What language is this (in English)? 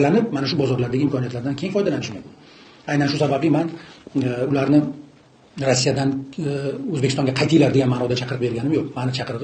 Uzbek